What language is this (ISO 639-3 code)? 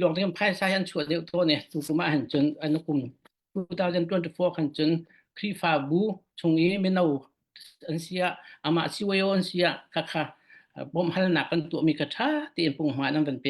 cfm